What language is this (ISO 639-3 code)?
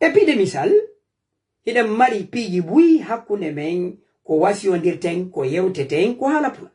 ful